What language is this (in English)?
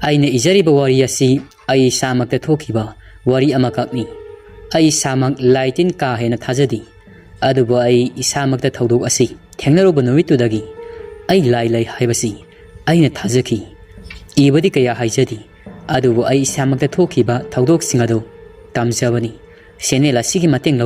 Manipuri